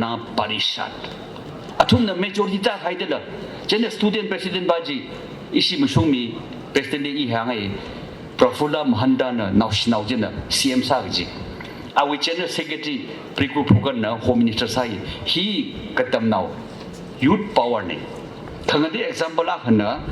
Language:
Tangkhul Naga (India)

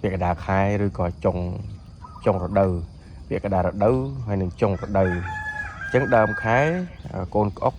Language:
Khmer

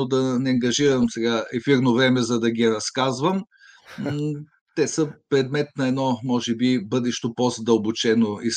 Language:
Bulgarian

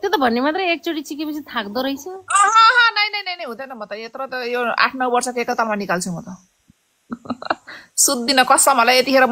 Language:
Nepali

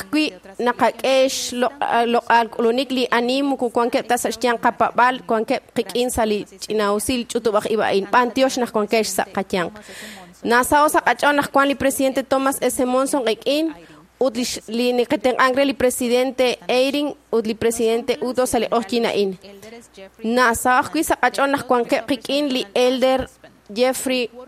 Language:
Kekchí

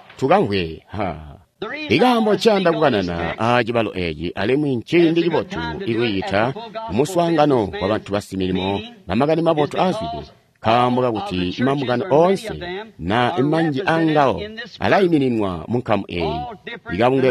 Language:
Tonga (Zambia)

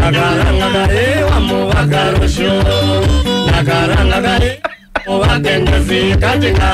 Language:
Kamba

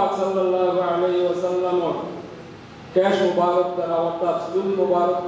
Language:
Sylheti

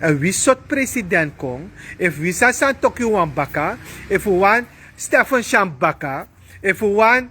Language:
Sranan Tongo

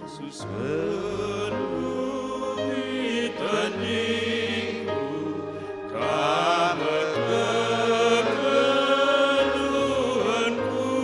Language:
Batak Karo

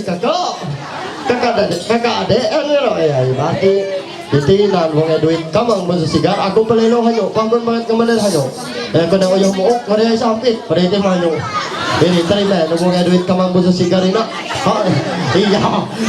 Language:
Ma'anyan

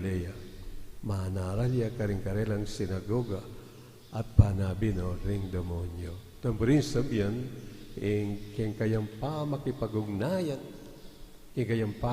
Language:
Pampanga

